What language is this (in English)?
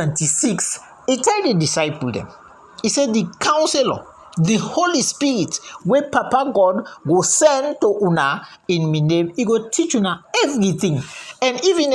Krio